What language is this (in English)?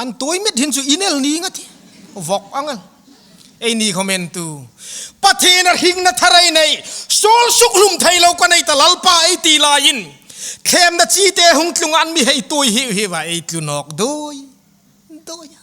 Hmar